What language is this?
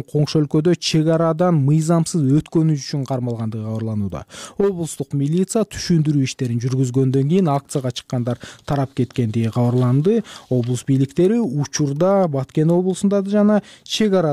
Kyrgyz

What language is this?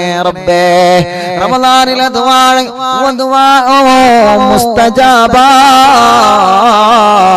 Malayalam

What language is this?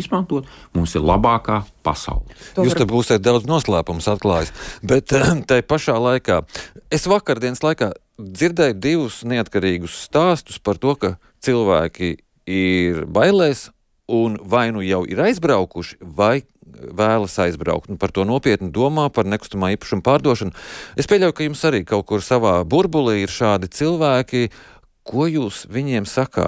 Latvian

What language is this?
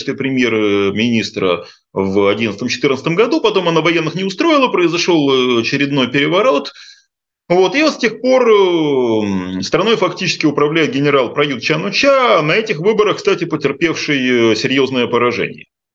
Russian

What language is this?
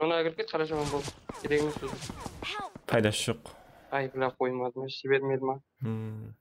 Kara-Kalpak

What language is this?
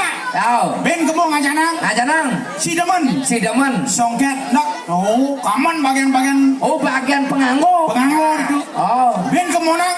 Balinese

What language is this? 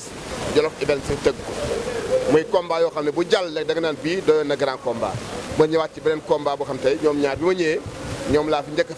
Wolof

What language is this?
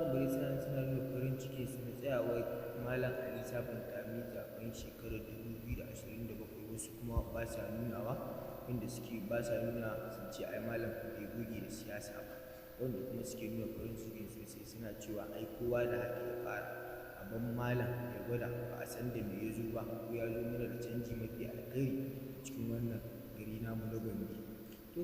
Hausa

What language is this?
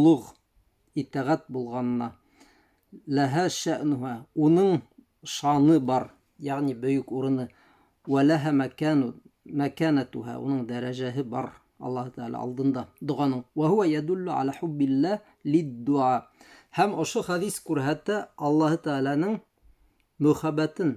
Bashkir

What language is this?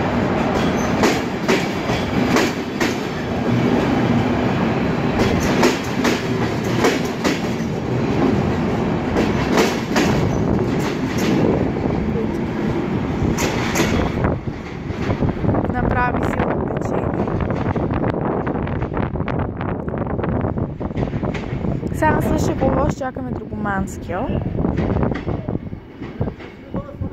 Bulgarian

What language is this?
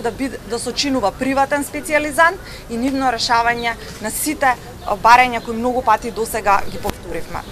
Macedonian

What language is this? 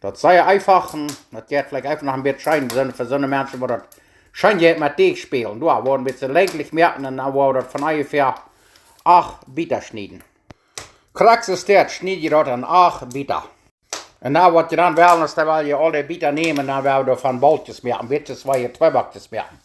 Plautdietsch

